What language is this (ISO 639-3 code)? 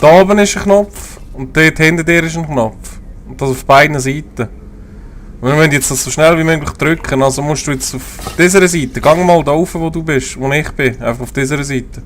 gsw